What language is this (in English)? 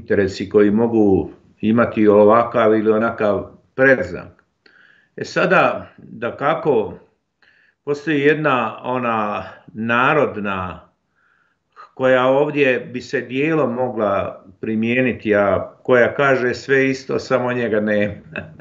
Bosnian